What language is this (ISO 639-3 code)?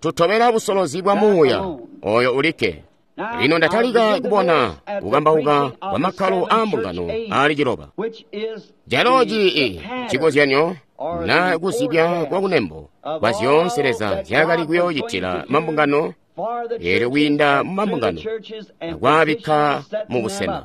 toi